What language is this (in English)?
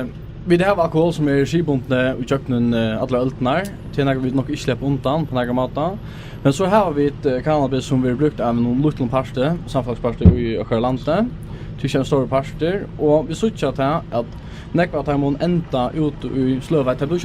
Faroese